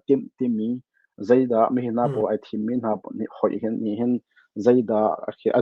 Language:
Hakha Chin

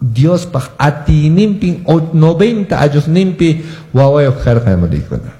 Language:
Quechua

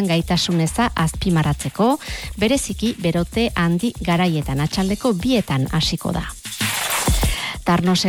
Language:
Basque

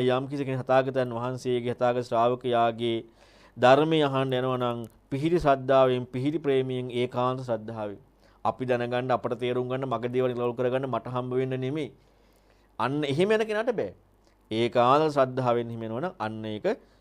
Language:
Sinhala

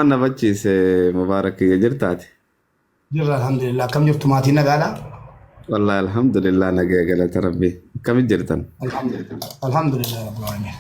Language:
Oromo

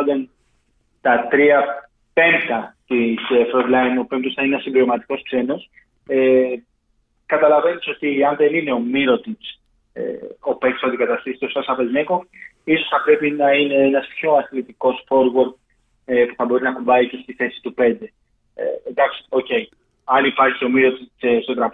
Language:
Greek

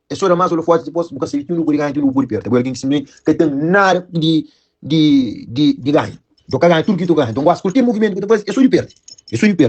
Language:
Kabuverdianu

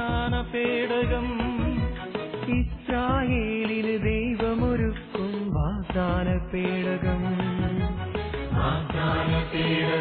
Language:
Malayalam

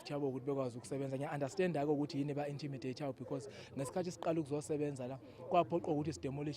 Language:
Zulu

